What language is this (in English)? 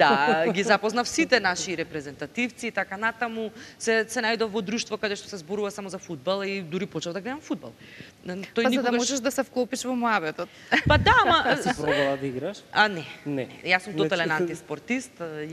Macedonian